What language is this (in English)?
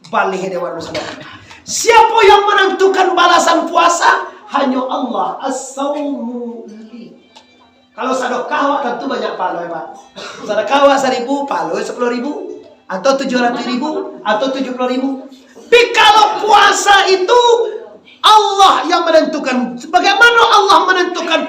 Minangkabau